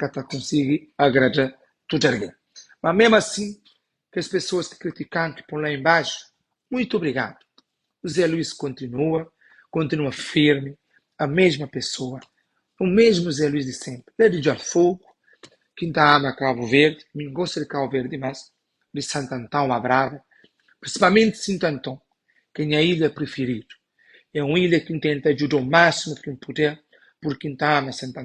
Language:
Kabuverdianu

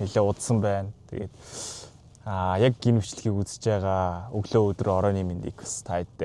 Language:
Mongolian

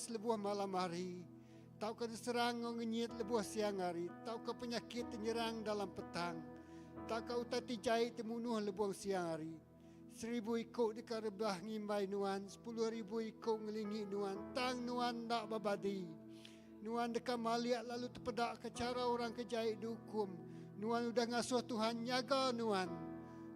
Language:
Iban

